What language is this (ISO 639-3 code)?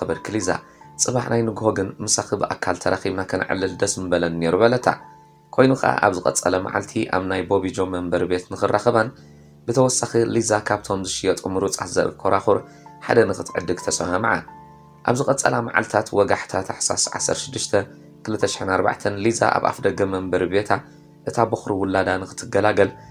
tir